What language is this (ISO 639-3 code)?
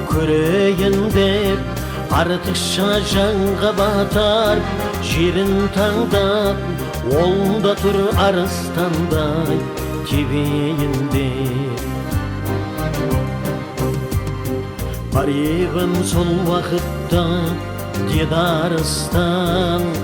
kaz